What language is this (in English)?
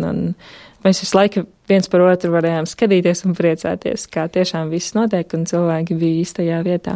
Latvian